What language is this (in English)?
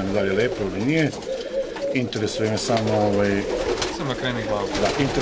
Serbian